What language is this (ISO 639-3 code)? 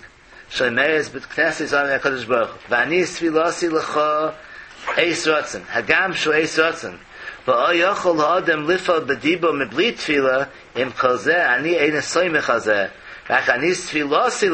yid